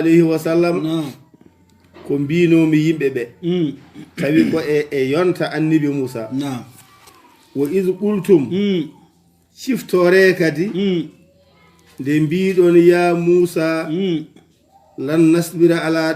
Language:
Fula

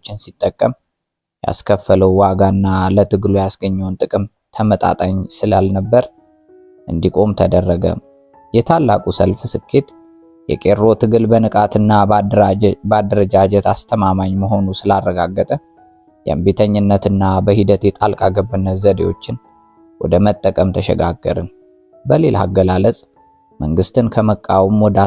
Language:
Amharic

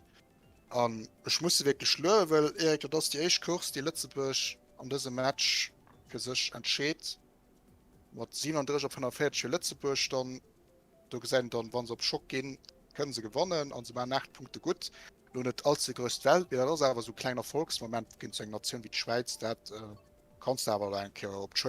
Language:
Luxembourgish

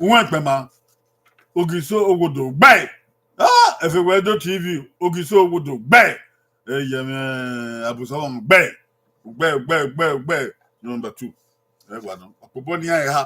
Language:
Bini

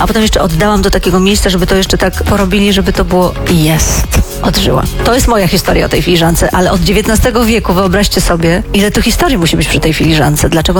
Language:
Polish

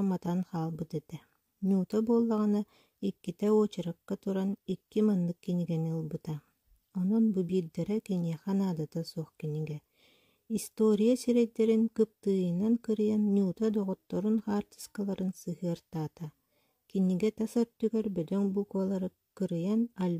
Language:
Yakut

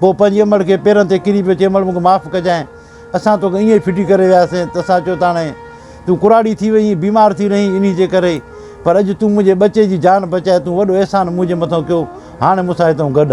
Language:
Sindhi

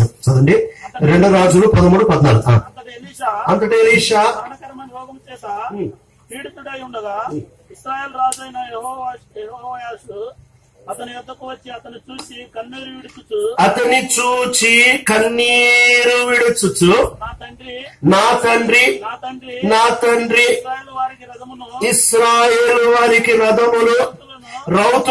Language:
Telugu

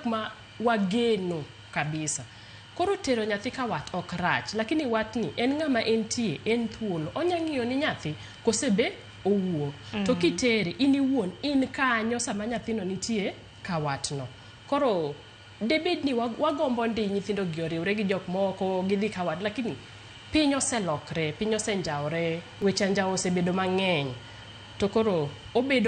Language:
Luo (Kenya and Tanzania)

